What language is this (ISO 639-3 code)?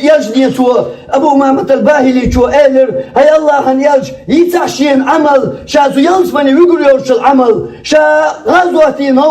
che